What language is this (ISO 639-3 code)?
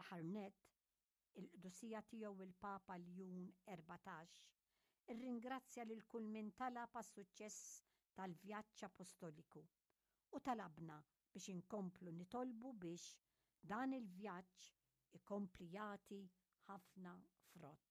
mlt